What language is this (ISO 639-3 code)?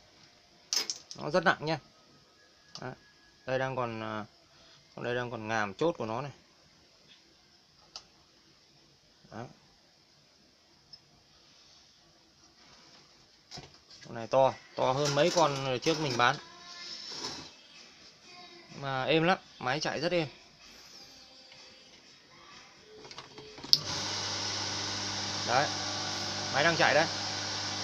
vie